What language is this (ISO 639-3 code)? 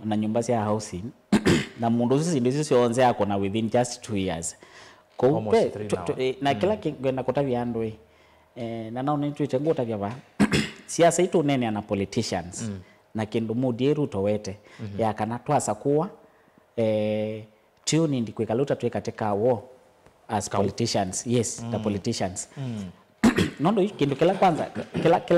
kam